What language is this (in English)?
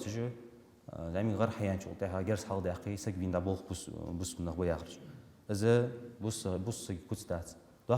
Ingush